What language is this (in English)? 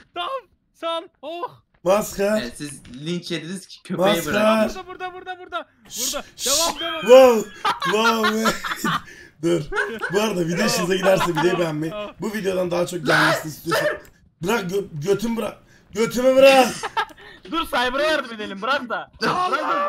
Turkish